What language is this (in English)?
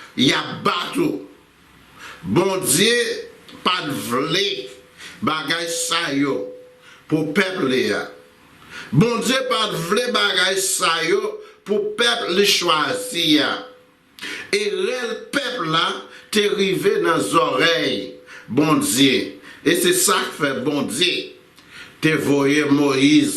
Haitian Creole